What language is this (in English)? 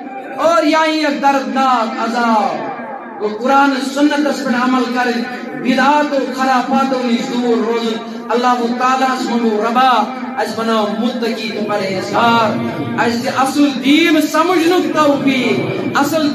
Kashmiri